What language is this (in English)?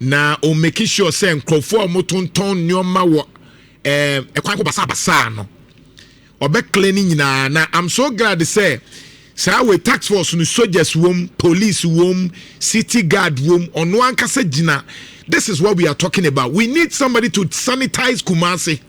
Akan